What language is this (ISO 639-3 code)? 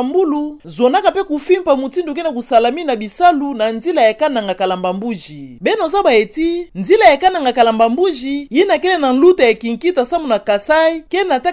ktu